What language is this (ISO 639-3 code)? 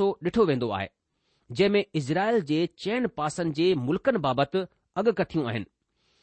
snd